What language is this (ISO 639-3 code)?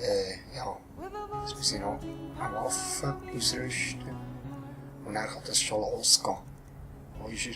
gsw